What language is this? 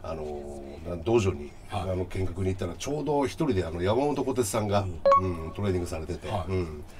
Japanese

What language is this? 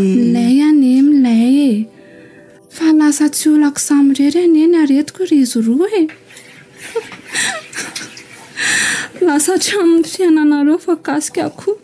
Malagasy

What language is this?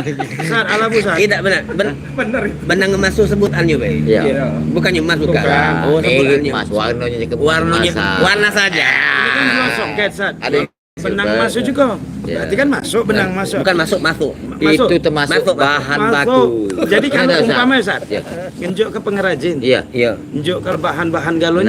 Musi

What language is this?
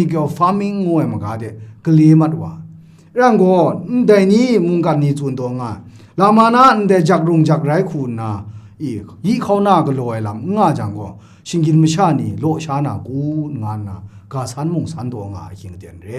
Kachin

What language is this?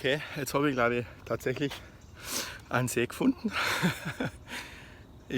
Bavarian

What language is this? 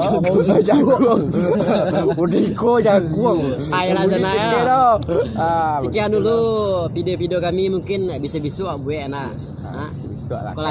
Minangkabau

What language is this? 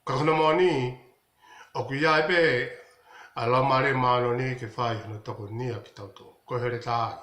Tongan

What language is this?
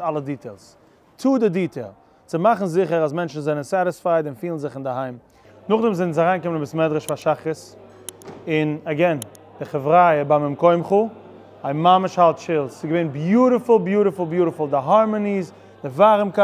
Yiddish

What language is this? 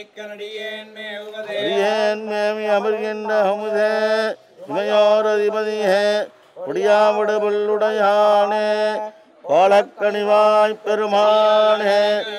Tamil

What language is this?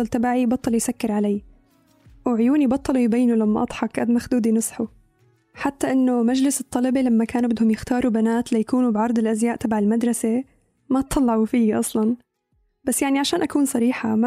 North Levantine Arabic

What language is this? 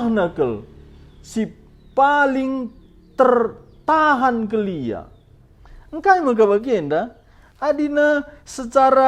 Batak Karo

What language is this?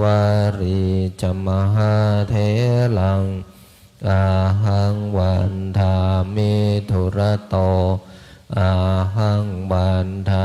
Pali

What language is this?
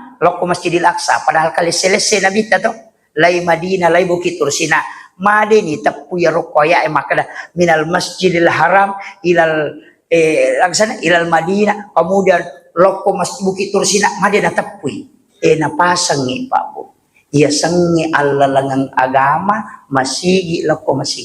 Buginese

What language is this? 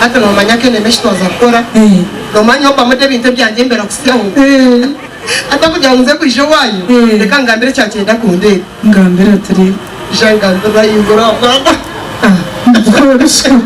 Nyankole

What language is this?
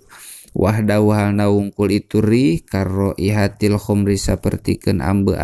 Sundanese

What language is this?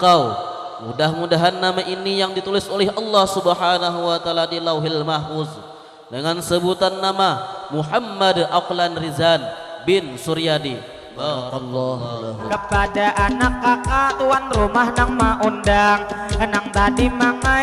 Banjar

